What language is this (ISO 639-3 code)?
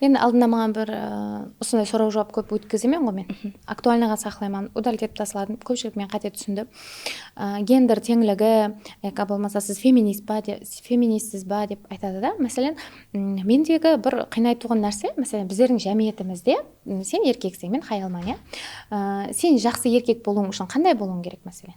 kaa